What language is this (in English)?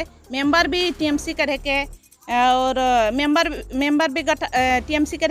Sadri